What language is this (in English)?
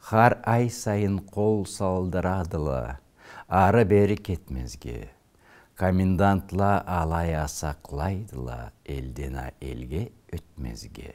Karachay-Balkar